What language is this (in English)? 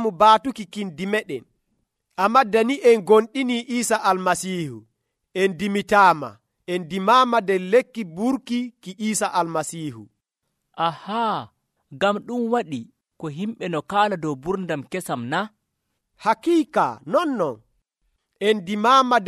Nigerian Fulfulde